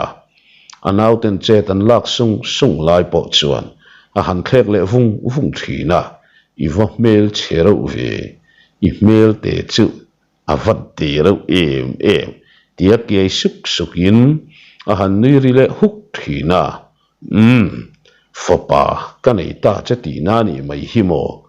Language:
Mizo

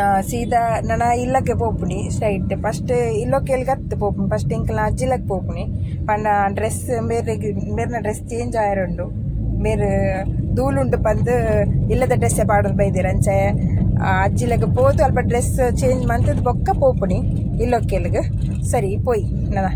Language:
Tulu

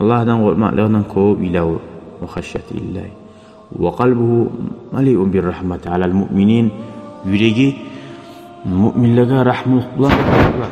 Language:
Kumyk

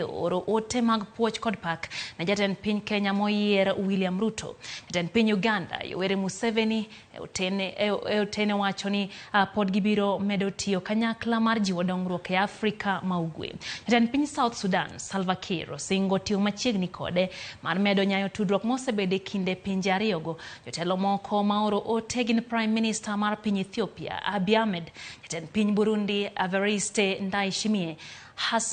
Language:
Luo (Kenya and Tanzania)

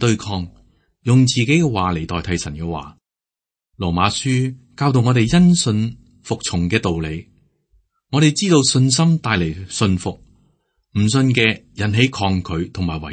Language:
Cantonese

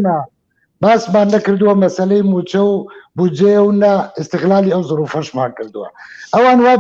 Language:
Central Kurdish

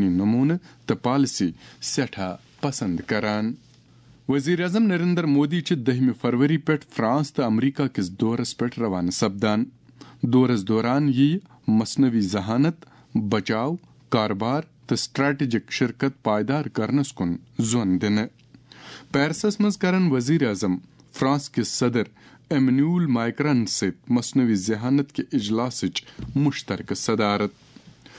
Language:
Kashmiri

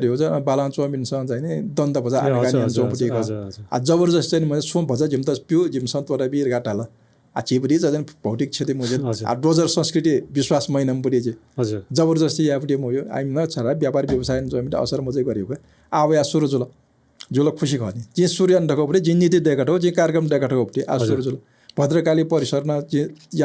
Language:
Newari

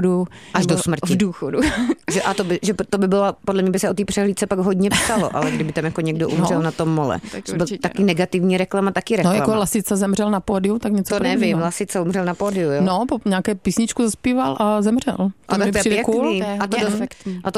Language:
Czech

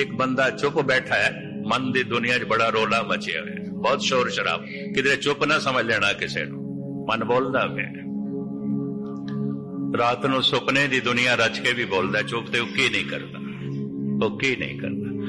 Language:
Punjabi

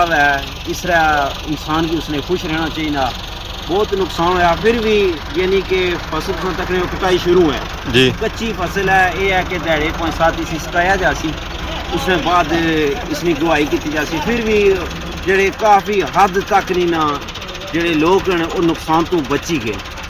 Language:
Pahari-Potwari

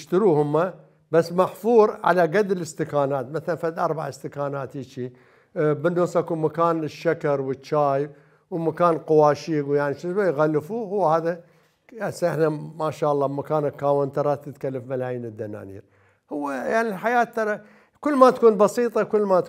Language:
Mesopotamian Arabic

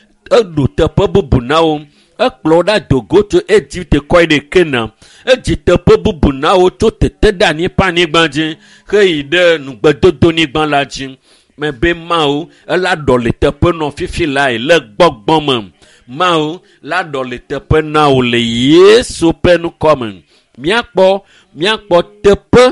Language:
Ewe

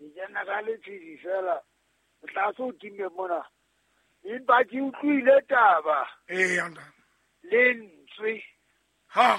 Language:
Southern Sotho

